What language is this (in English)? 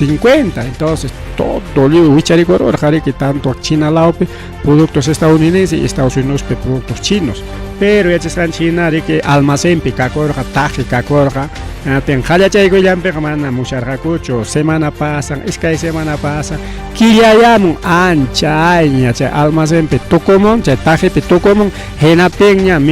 Ayacucho Quechua